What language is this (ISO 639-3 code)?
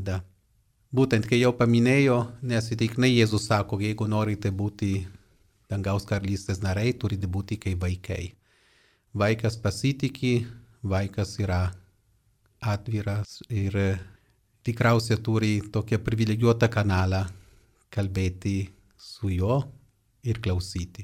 lit